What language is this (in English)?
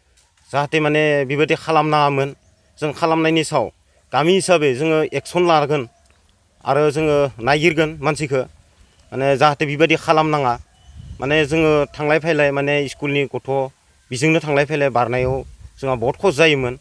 Bodo